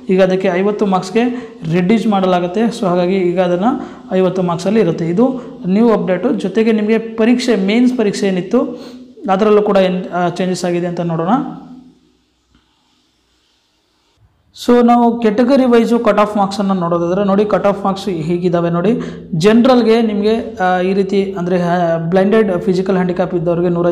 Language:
Kannada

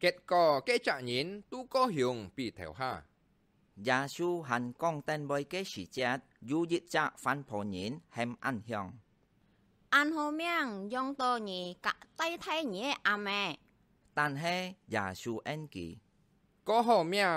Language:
Hakka Chinese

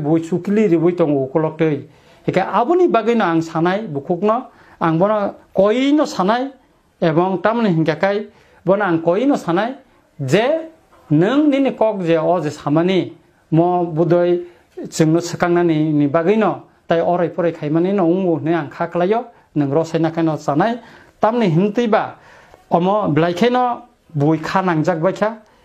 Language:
Kok Borok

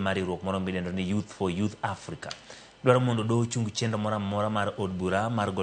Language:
Luo (Kenya and Tanzania)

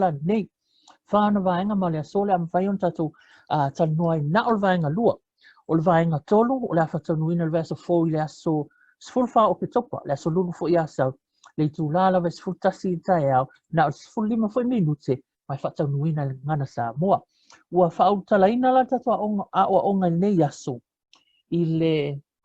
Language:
Samoan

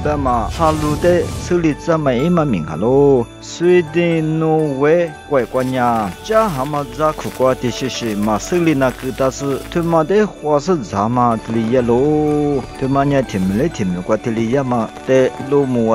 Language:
Lisu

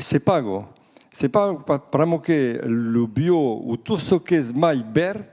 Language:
Occitan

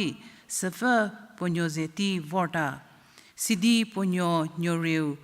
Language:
Angami Naga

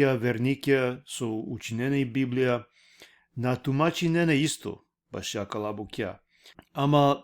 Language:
Balkan Romani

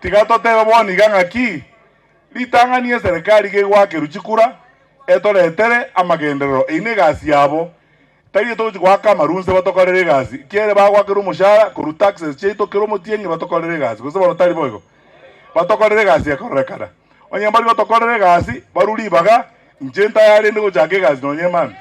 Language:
Gusii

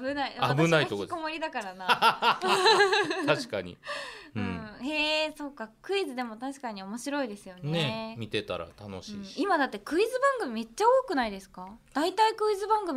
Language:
Japanese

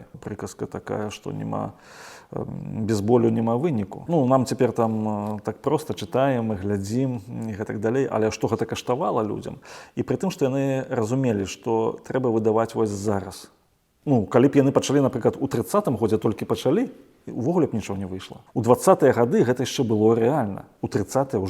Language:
Belarusian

